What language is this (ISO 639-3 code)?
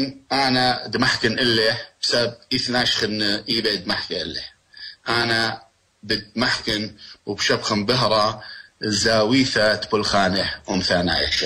aii